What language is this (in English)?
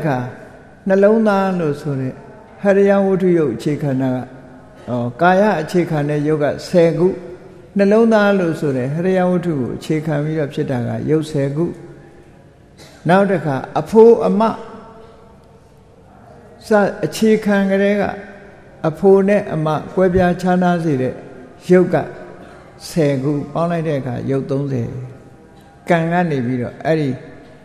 Burmese